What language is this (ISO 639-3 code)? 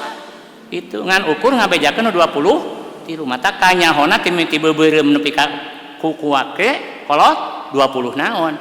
sun